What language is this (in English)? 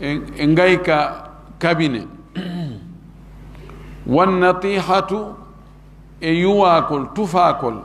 Fula